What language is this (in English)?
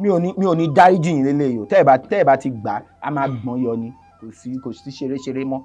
Yoruba